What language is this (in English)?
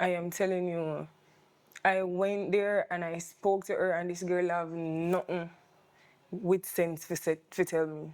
Jamaican Creole English